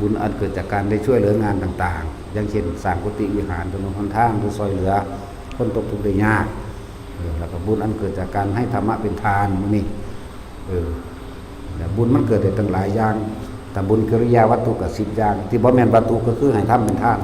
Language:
Lao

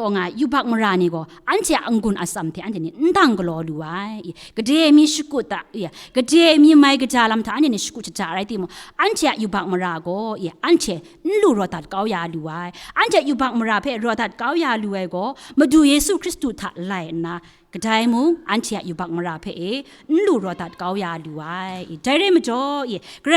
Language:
Kachin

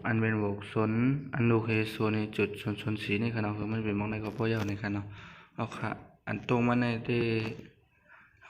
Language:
Shan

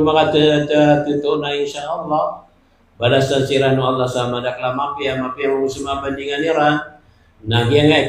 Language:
Maranao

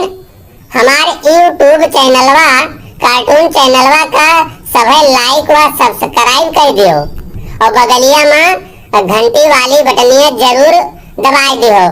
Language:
Awadhi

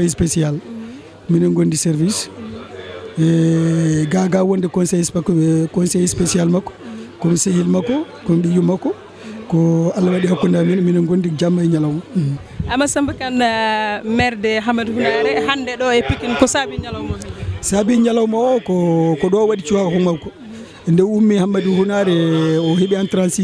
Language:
Fula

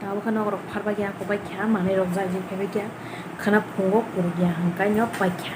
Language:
Kok Borok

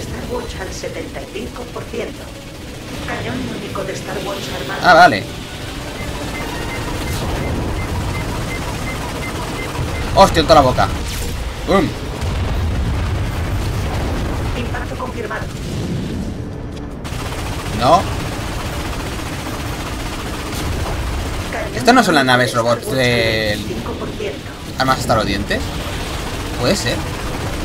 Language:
Spanish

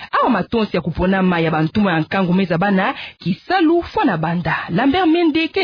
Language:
Kituba (Democratic Republic of Congo)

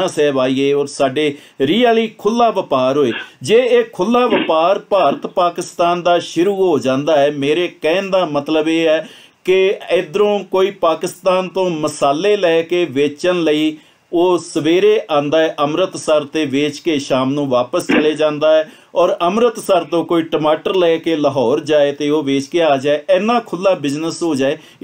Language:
Punjabi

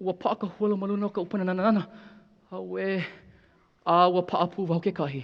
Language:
Hawaiian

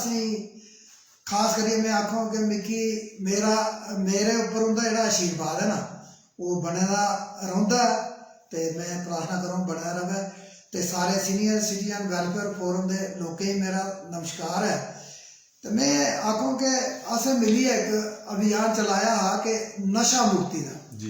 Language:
Dogri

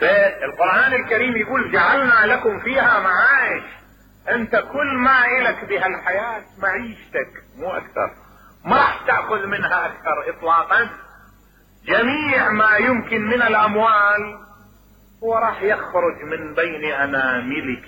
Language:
Mesopotamian Arabic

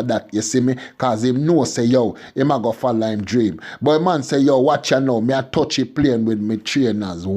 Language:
Jamaican Creole English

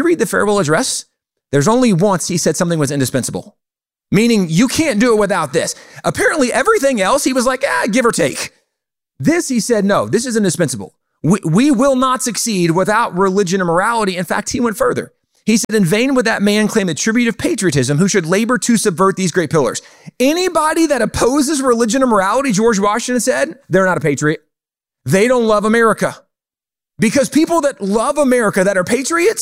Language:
English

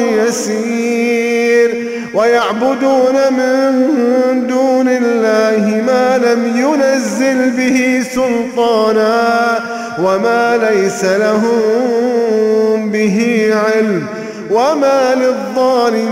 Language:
Arabic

